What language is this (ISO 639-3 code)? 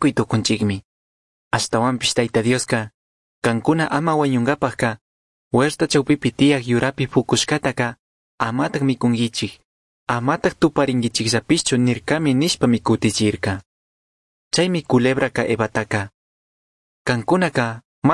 qug